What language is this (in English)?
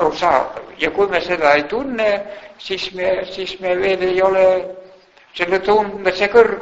Estonian